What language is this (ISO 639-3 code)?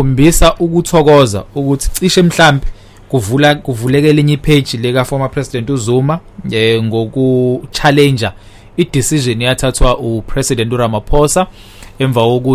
zul